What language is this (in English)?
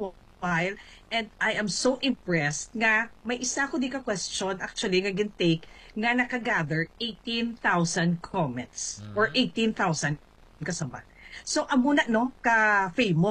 Hiligaynon